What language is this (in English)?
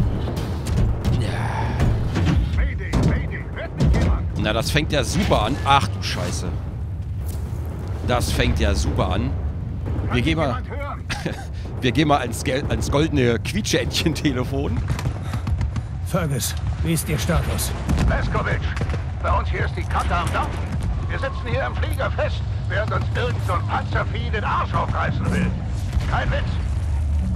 German